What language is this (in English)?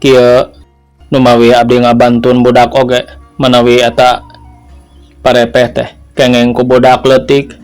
Sundanese